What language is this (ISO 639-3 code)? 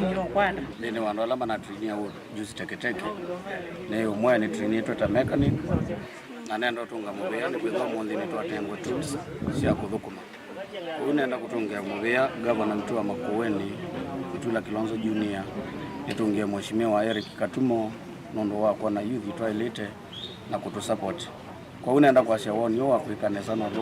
kam